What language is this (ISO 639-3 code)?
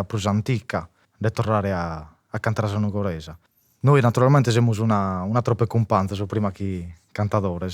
srd